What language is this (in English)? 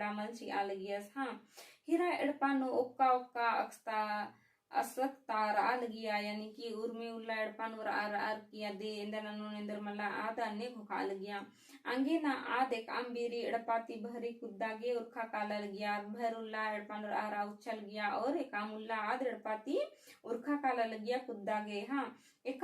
Kurukh